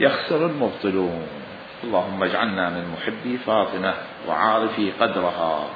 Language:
Mesopotamian Arabic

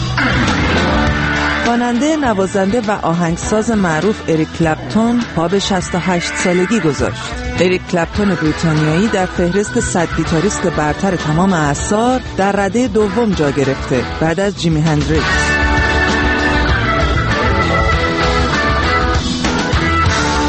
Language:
Persian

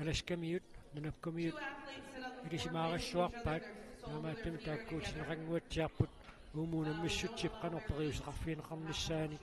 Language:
Kalaallisut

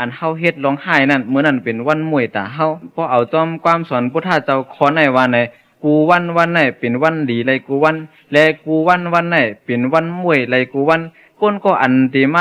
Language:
Shan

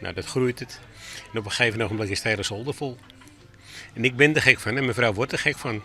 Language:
Western Frisian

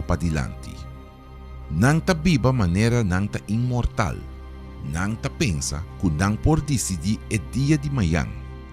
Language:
Papiamento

